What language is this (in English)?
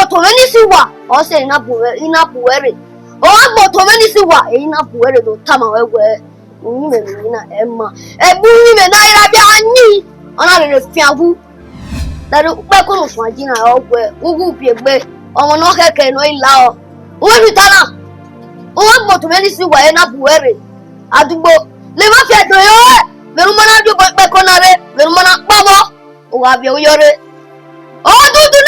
Bini